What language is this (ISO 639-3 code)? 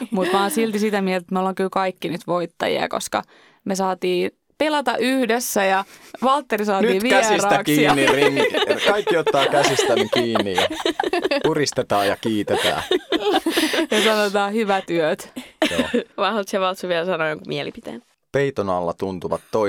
fin